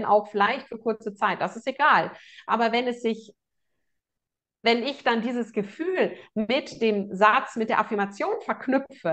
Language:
German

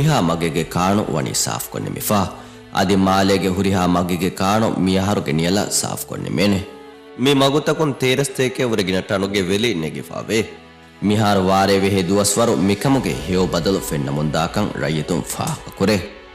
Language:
Divehi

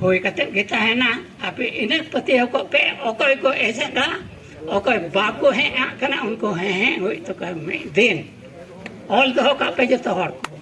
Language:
Santali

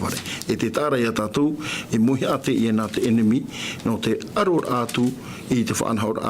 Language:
Tahitian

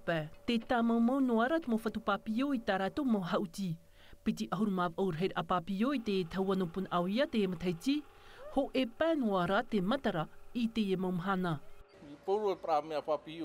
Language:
Tahitian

